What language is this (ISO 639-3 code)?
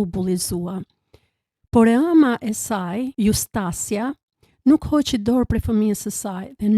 sqi